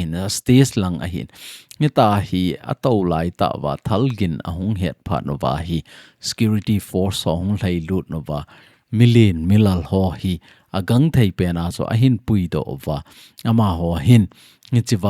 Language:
Thado Chin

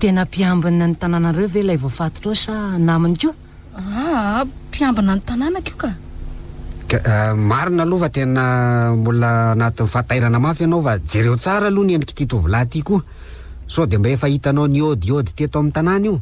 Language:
Malagasy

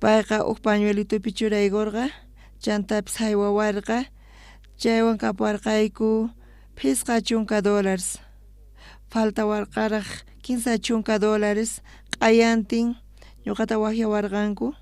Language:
South Bolivian Quechua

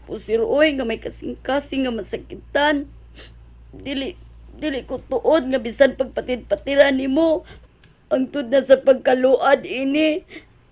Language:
Cebuano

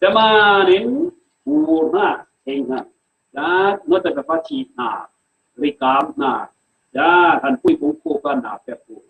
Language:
Falam Chin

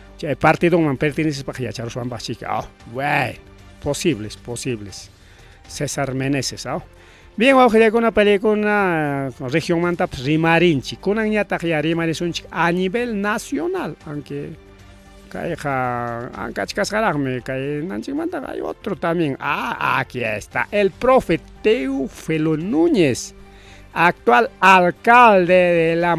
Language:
Ayacucho Quechua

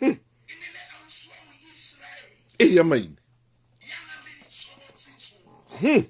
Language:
Southern Sotho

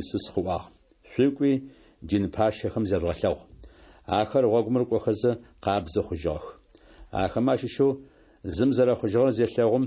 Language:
Adyghe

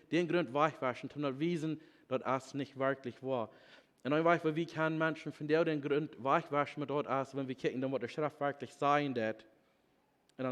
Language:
Plautdietsch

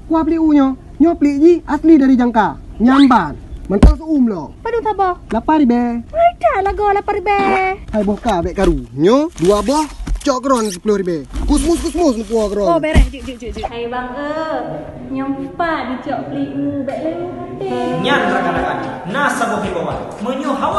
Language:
Achinese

